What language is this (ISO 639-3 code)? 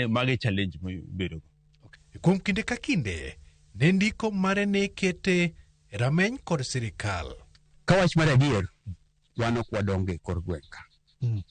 luo